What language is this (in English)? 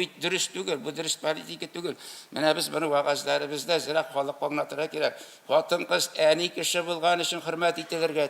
Tatar